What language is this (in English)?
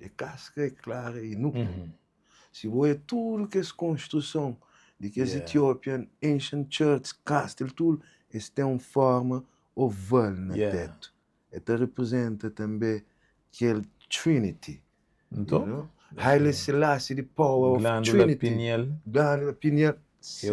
Kabuverdianu